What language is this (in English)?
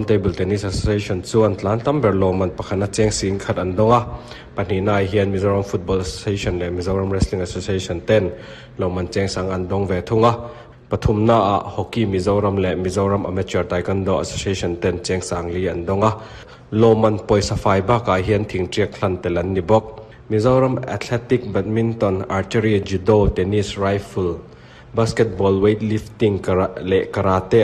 Mizo